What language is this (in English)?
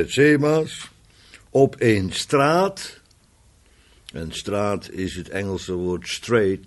Dutch